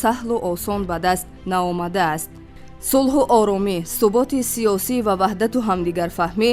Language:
Tajik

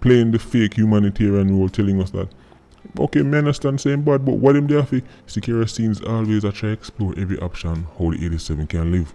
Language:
Jamaican Creole English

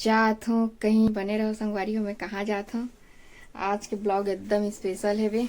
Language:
Chhattisgarhi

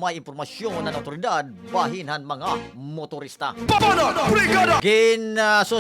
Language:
Waray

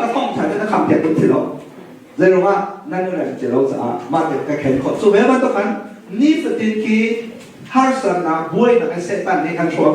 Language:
Hakha Chin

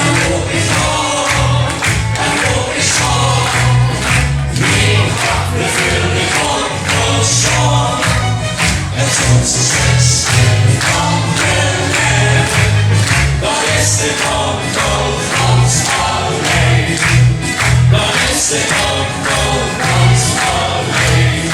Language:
Limburgish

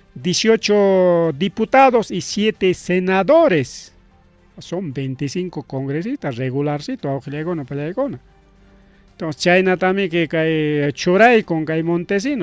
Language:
Ayacucho Quechua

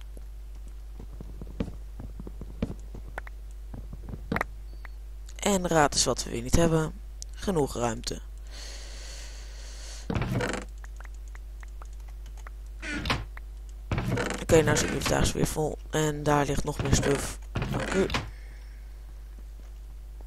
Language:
Dutch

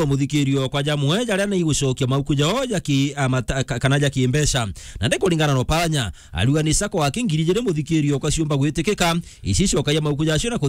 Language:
Meru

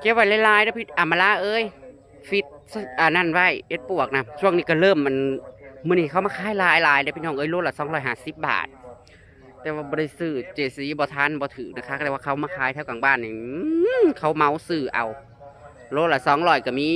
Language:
Northeastern Thai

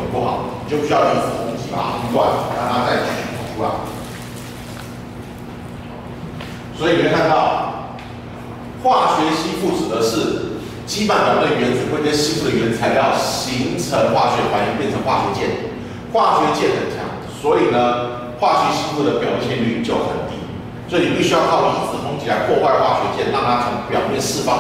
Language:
Chinese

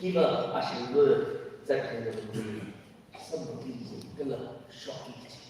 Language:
Tangkhul Naga (India)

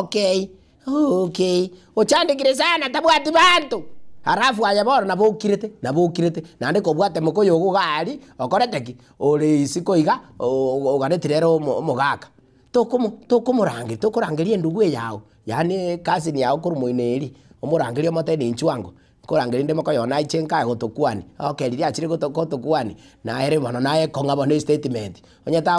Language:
Gusii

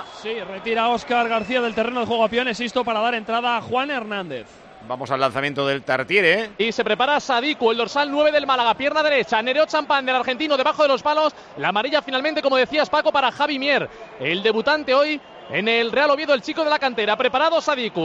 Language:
Spanish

